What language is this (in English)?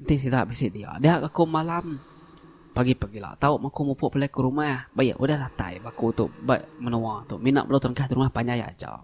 Iban